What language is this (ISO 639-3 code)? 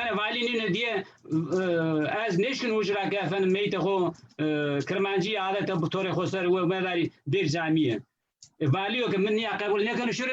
zza